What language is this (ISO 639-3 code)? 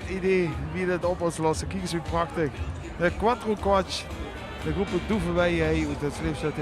lim